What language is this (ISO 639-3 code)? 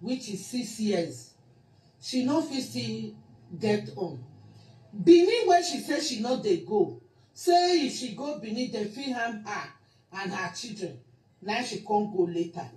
pcm